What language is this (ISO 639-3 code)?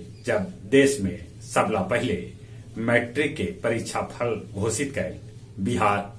mag